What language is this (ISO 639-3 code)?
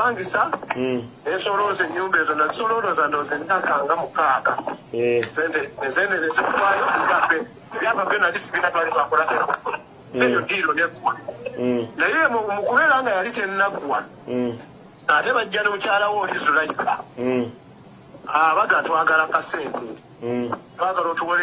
lug